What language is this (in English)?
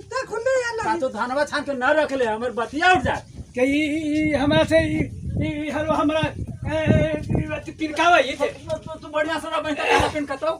Magahi